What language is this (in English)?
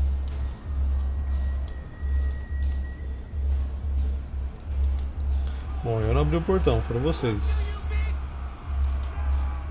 Portuguese